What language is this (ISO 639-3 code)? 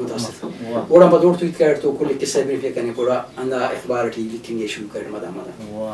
brh